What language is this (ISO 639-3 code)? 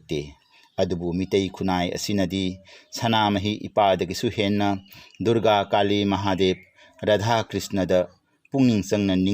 mni